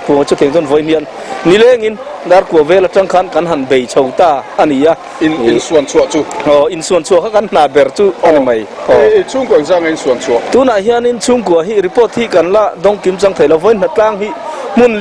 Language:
Mizo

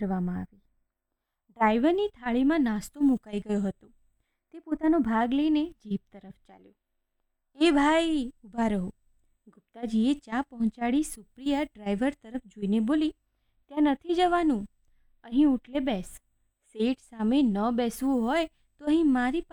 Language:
Gujarati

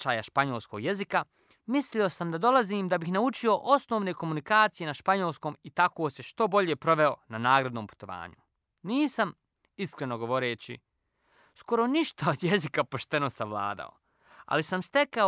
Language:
Croatian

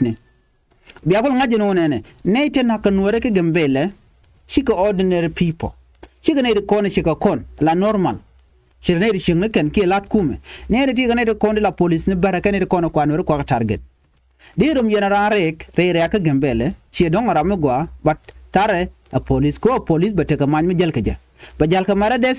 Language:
Nuer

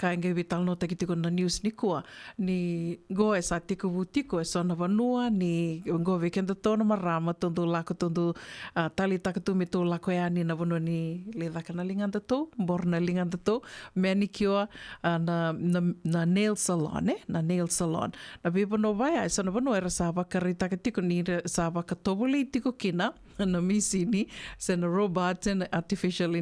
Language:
Fijian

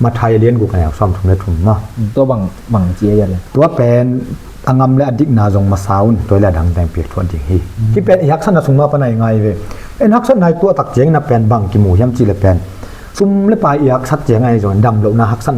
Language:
Tedim Chin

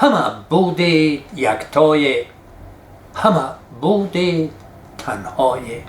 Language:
Tajik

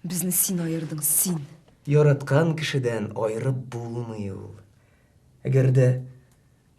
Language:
Tatar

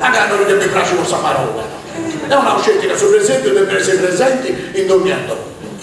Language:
Sardinian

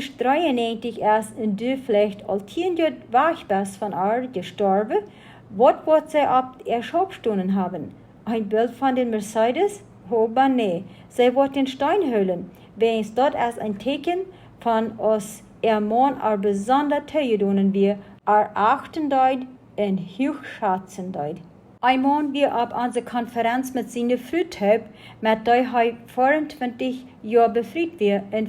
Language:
Plautdietsch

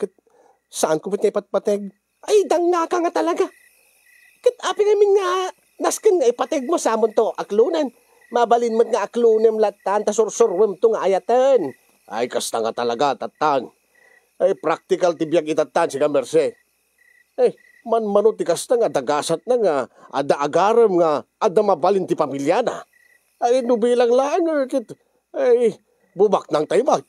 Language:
Iloko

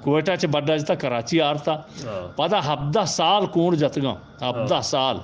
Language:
Eastern Balochi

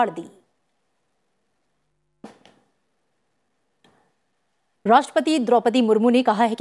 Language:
Hindi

